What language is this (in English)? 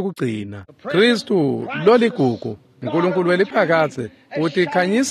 Swati